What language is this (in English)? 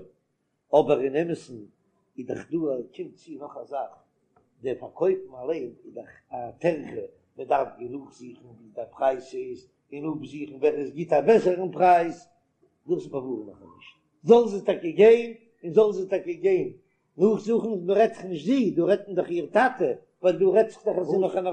Yiddish